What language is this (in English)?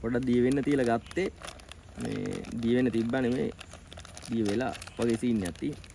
Sinhala